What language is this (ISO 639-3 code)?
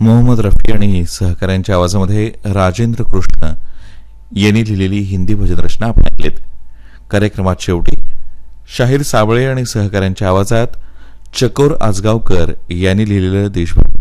mar